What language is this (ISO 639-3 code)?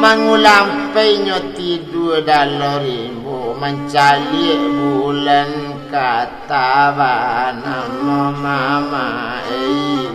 min